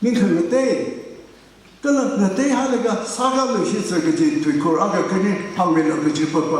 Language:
Tangkhul Naga (India)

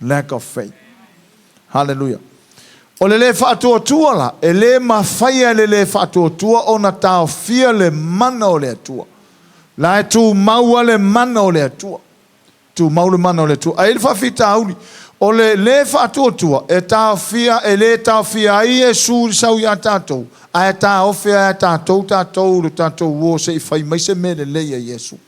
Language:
Samoan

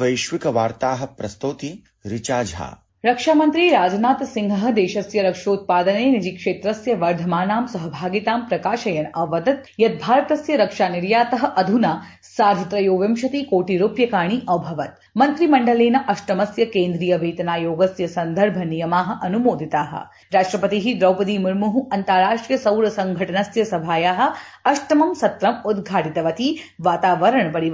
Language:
Sanskrit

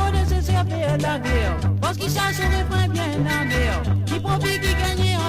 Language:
Morisyen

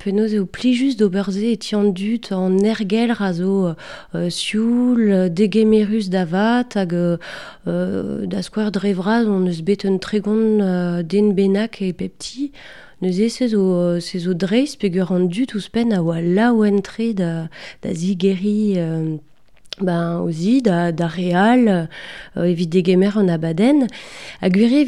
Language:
Breton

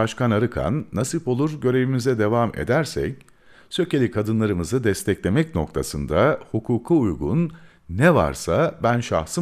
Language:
Turkish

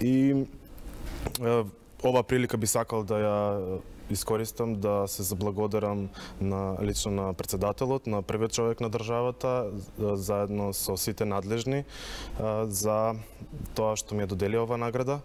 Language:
Macedonian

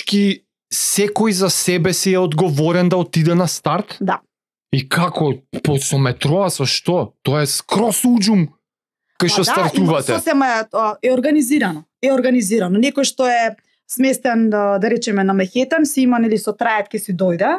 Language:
Macedonian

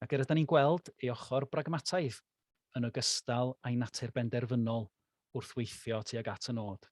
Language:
Welsh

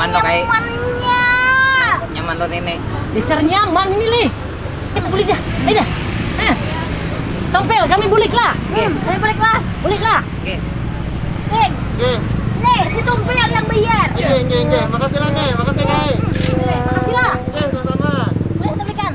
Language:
Banjar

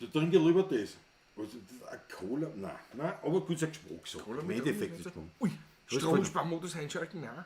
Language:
Bavarian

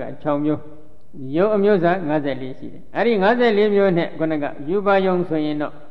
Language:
Burmese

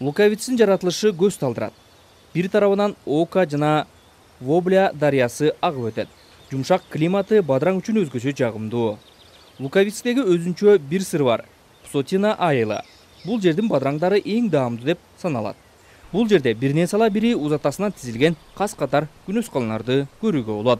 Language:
Kyrgyz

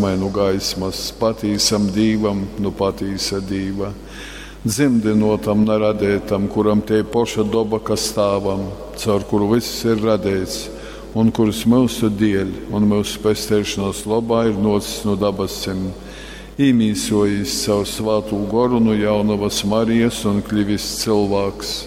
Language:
Latgalian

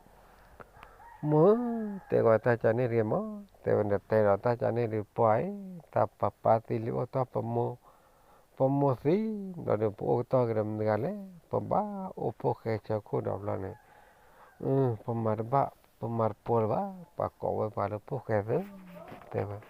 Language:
S'gaw Karen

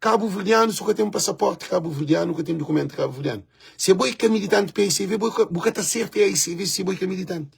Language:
Kabuverdianu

